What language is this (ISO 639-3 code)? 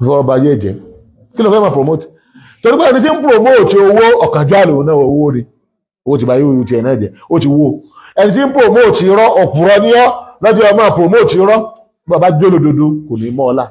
yor